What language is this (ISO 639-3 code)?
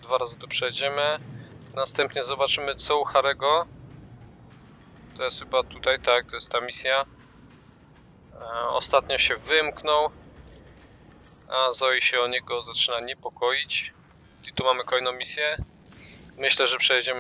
pol